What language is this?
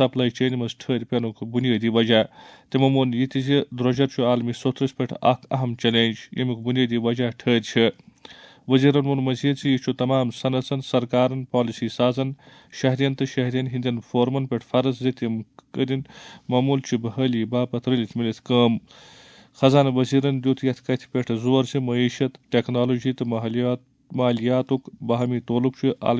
Kashmiri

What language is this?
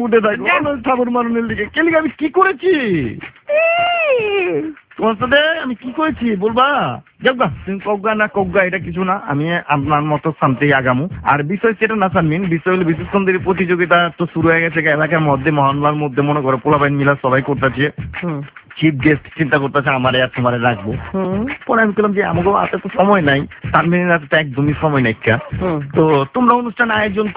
Bangla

